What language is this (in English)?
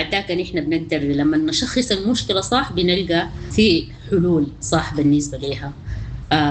Sudanese Arabic